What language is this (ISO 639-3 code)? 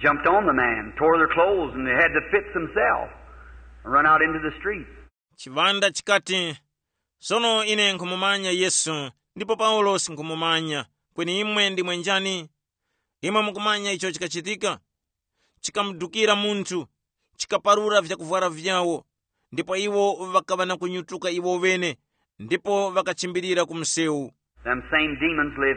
tum